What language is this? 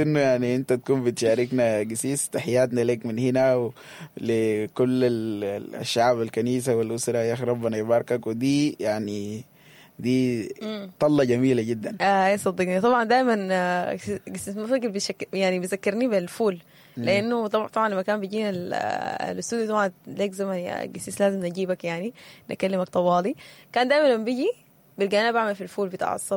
Sudanese Arabic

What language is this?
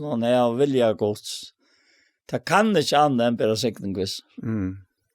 Faroese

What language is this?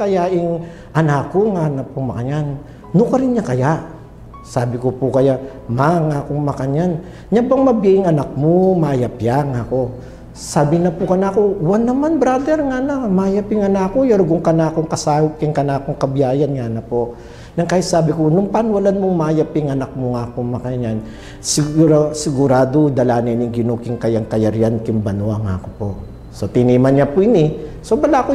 Pampanga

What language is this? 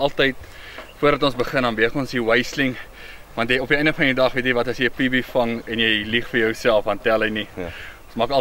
Afrikaans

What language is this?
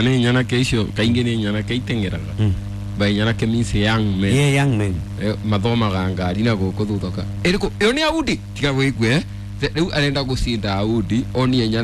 Kikuyu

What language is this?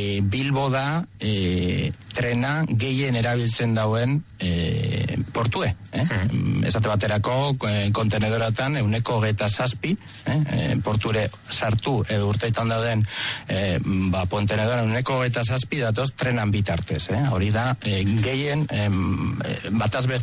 Basque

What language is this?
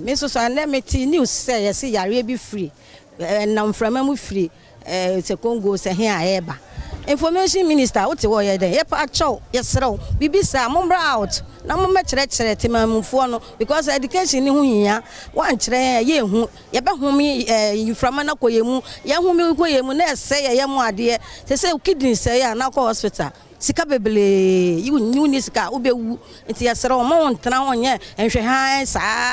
Akan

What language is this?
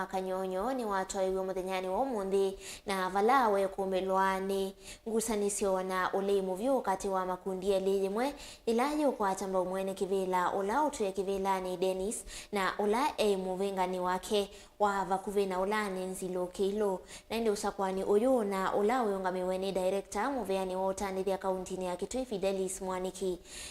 Kamba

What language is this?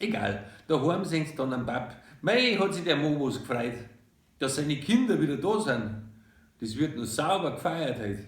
Bavarian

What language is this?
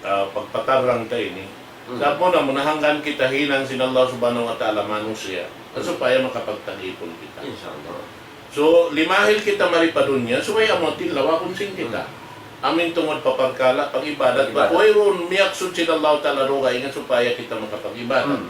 Tausug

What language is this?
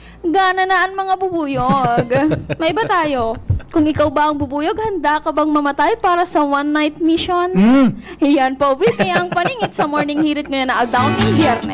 Bikol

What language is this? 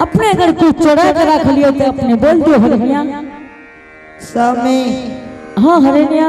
Angika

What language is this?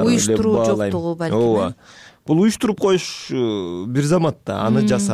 Kyrgyz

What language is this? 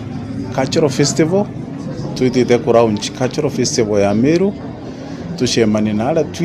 Meru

